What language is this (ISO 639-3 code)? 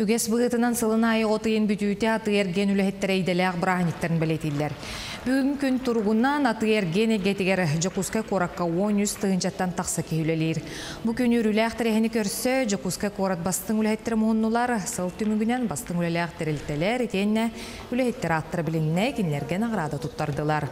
sah